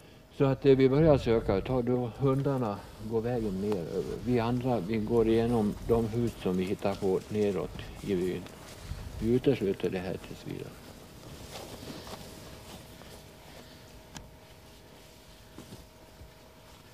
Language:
Swedish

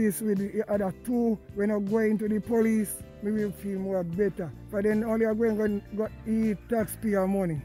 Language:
Jamaican Creole English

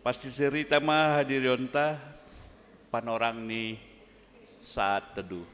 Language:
Batak Simalungun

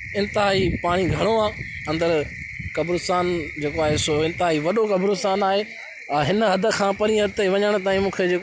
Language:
Sindhi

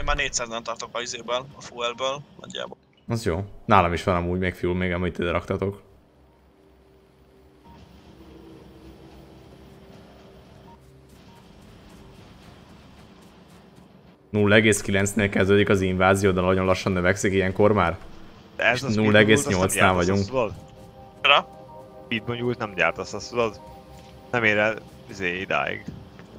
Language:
Hungarian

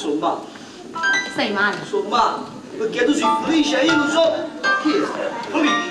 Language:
Neapolitan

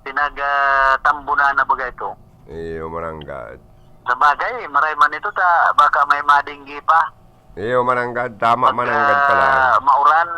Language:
Bikol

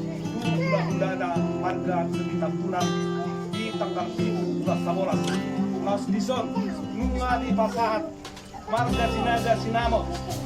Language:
Batak Toba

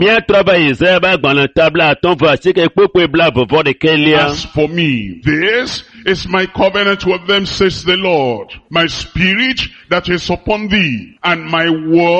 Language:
Ewe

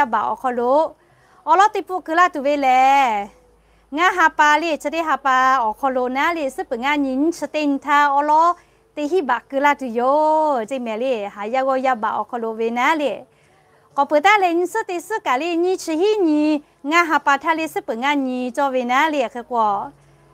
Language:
Lahu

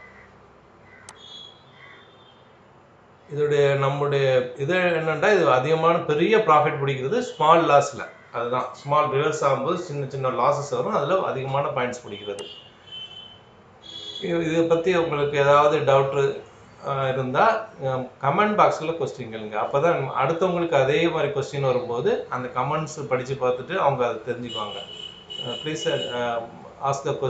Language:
Tamil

